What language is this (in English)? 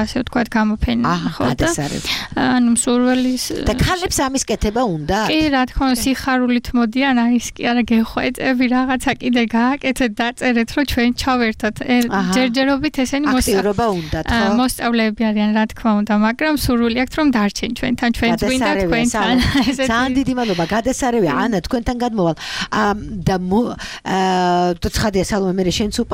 Georgian